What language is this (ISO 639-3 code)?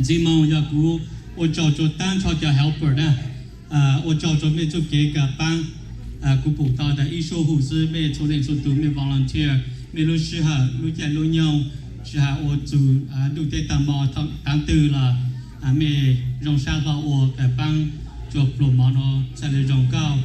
hmn